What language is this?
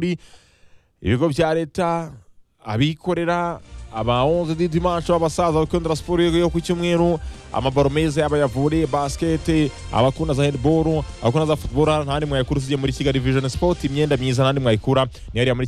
Kinyarwanda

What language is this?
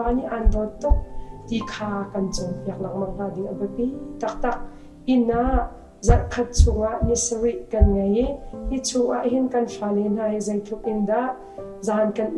Hakha Chin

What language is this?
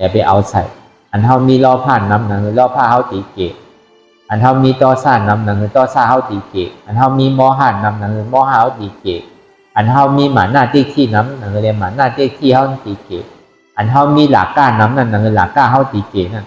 Shan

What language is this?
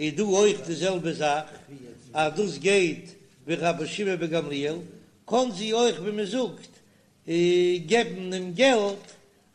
Yiddish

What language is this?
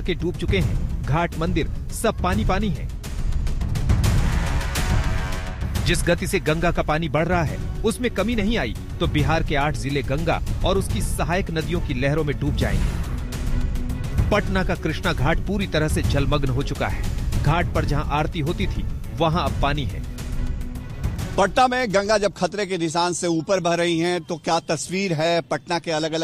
Hindi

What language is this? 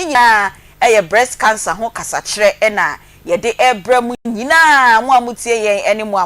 Akan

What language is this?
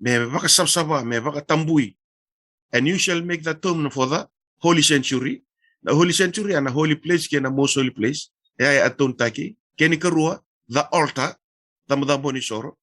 Fijian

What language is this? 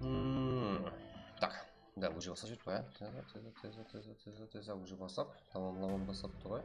Kara-Kalpak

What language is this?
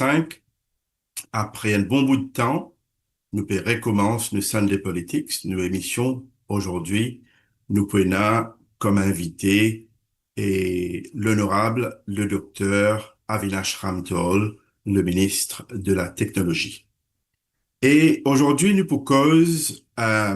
Morisyen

